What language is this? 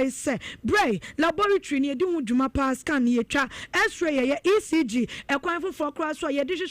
Akan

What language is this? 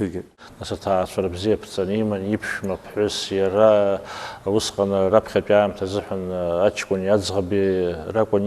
Abkhazian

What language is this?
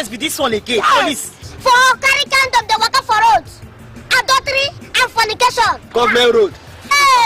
Nigerian Pidgin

